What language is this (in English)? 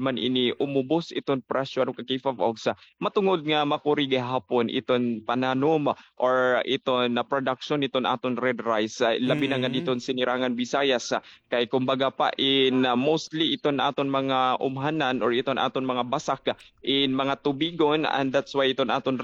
Waray